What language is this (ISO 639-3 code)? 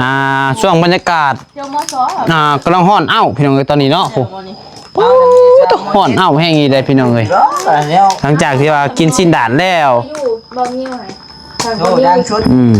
tts